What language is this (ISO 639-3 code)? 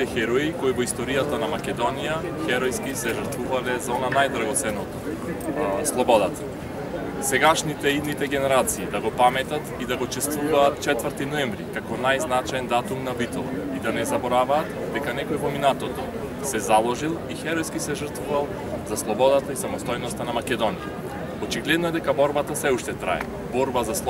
mkd